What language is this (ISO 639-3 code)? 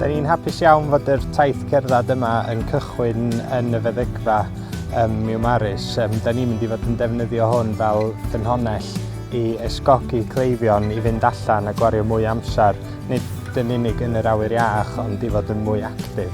cym